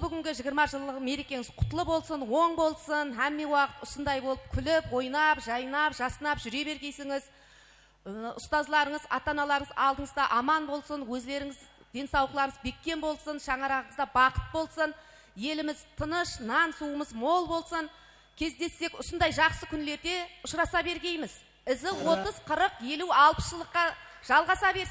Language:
Kara-Kalpak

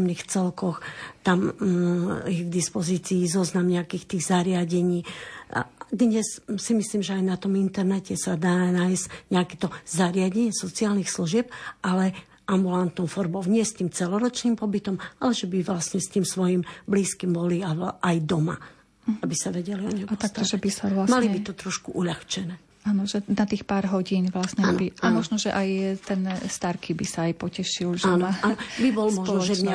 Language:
Slovak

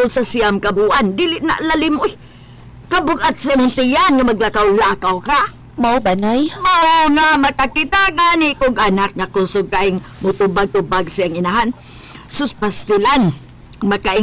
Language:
Cebuano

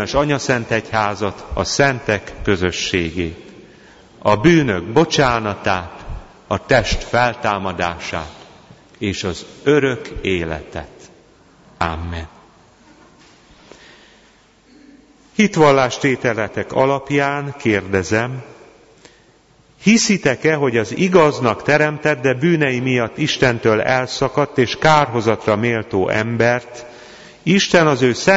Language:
Hungarian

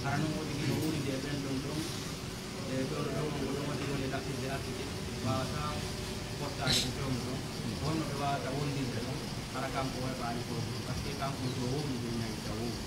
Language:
Pular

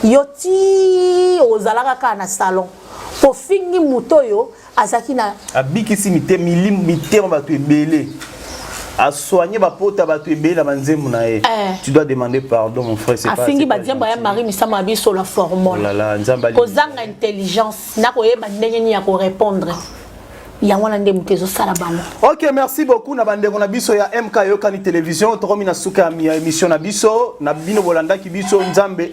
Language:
Lingala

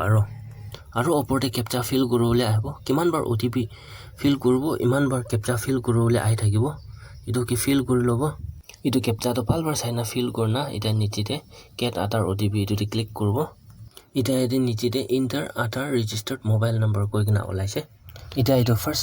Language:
Naga Pidgin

